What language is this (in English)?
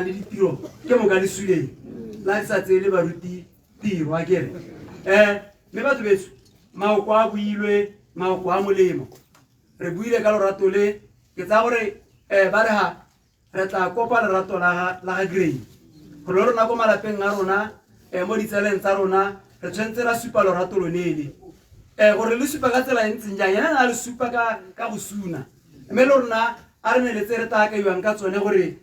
Tswana